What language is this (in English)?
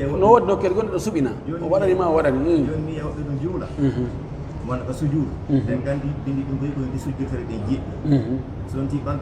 Pular